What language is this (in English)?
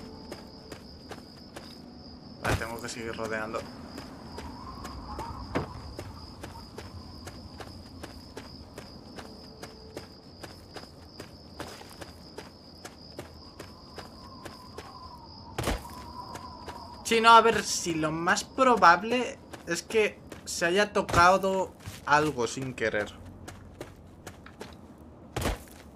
Spanish